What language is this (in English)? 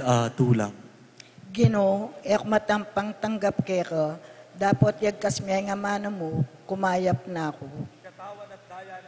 Pampanga